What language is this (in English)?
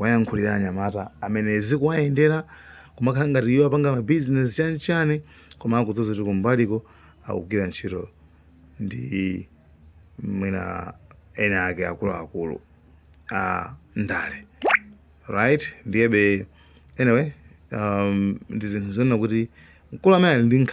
Nyanja